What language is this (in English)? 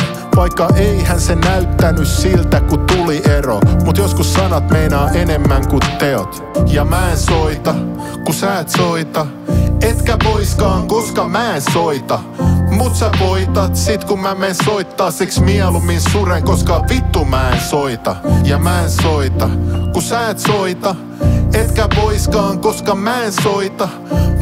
Finnish